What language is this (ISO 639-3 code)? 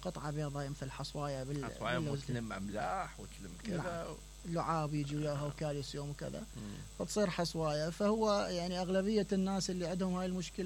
acm